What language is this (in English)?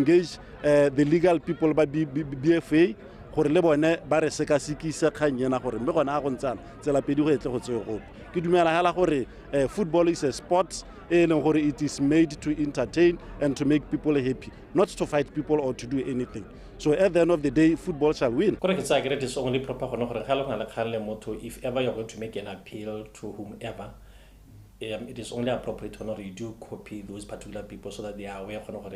Tswana